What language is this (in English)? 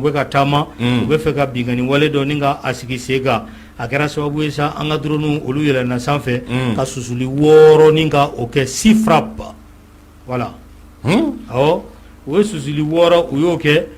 Bambara